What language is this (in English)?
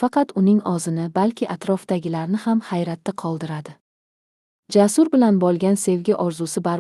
Uzbek